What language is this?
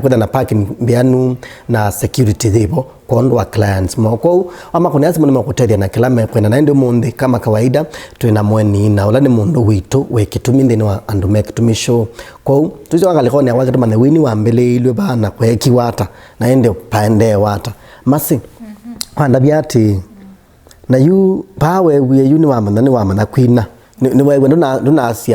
Kamba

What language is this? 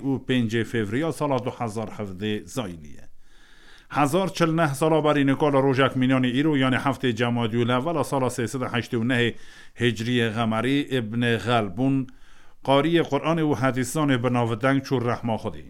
Kurdish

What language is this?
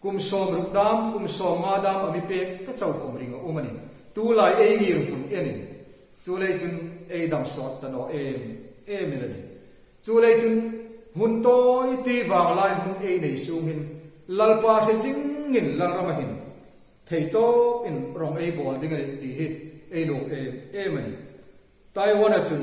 Hmar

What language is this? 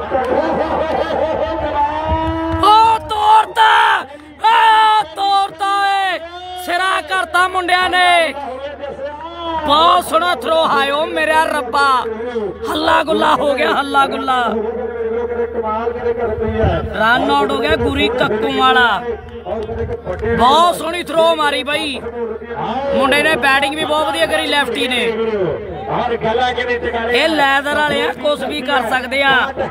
Punjabi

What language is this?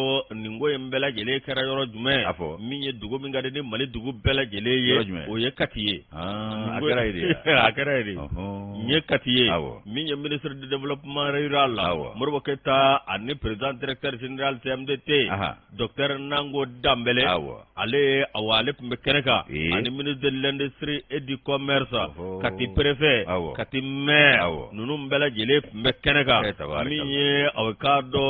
Bambara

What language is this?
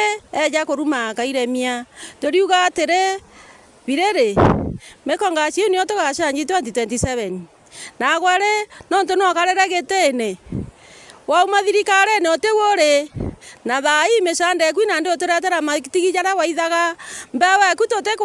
Meru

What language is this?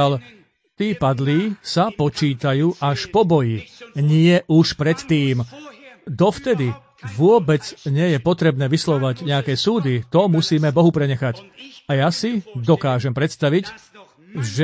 Slovak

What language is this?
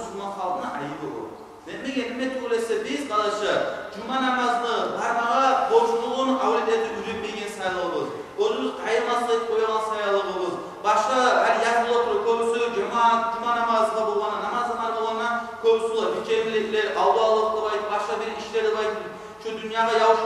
Kumyk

